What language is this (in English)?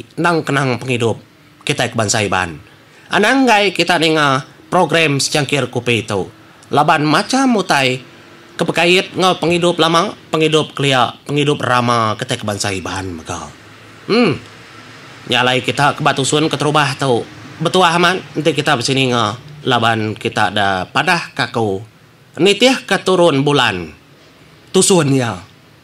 Iban